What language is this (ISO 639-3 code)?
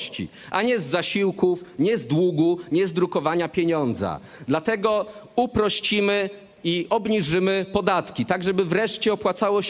pol